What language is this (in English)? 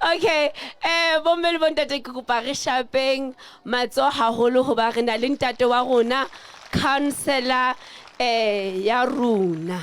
Southern Sotho